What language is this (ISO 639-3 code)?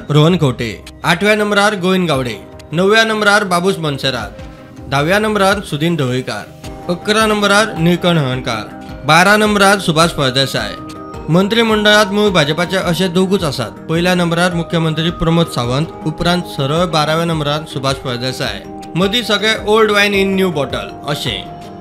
kok